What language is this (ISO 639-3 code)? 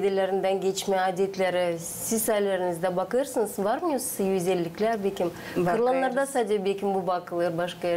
gag